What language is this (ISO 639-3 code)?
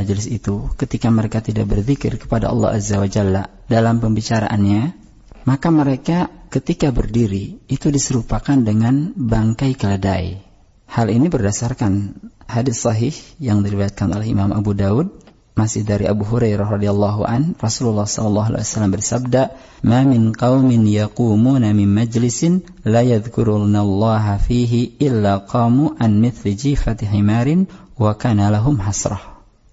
ind